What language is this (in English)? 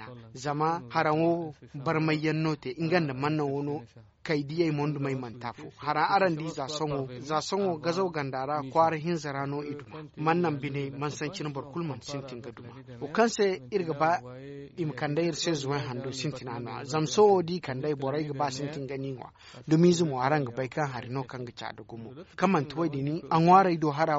Zarma